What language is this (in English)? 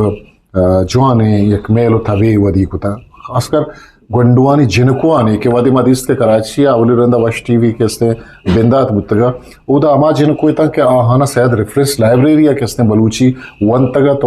Eastern Balochi